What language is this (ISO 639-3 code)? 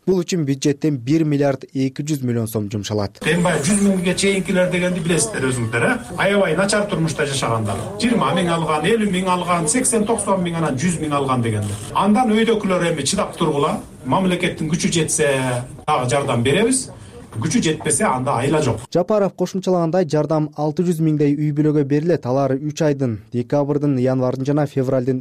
kir